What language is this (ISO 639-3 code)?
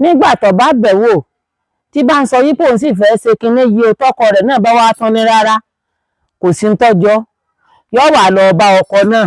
yor